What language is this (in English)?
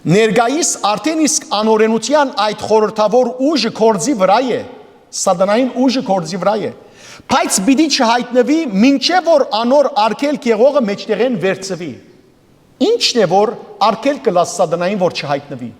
Western Armenian